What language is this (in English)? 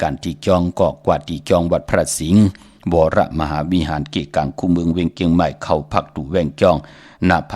Shan